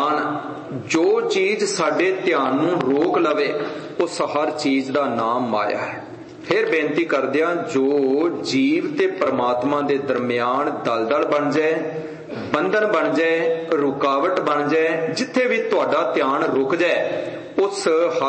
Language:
Punjabi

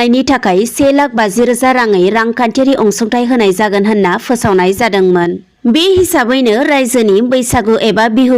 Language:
Bodo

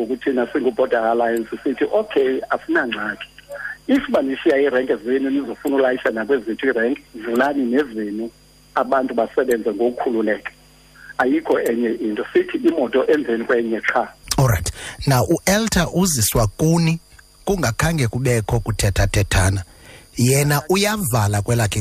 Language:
Xhosa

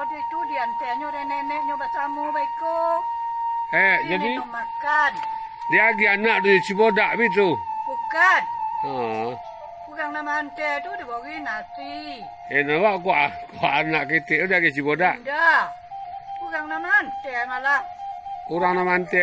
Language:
Minangkabau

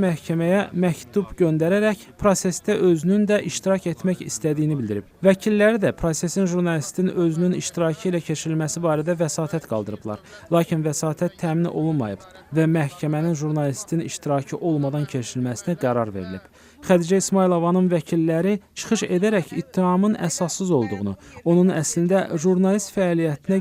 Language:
Azerbaijani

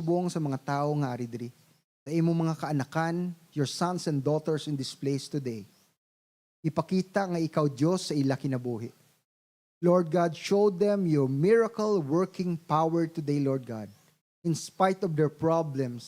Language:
Hiligaynon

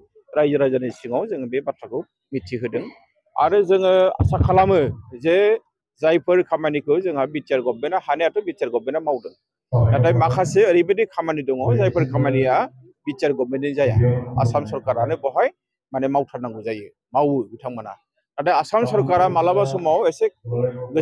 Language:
Bodo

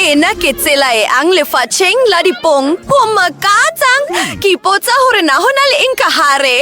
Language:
Southern Sotho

